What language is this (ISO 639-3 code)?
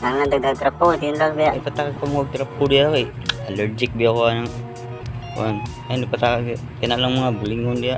ceb